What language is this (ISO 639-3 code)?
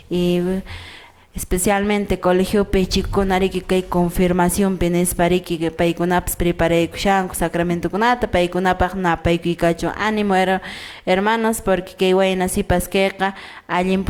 que